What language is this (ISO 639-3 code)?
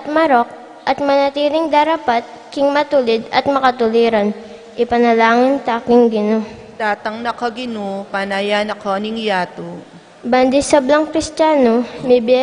pam